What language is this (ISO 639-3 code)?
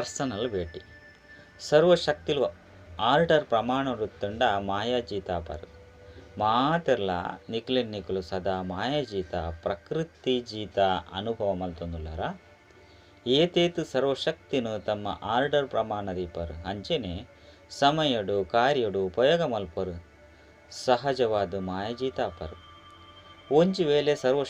tcy